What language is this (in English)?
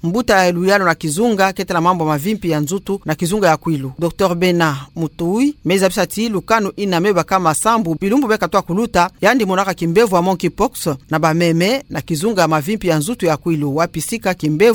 Kituba (Democratic Republic of Congo)